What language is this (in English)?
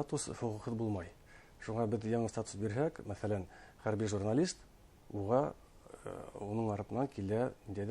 Bashkir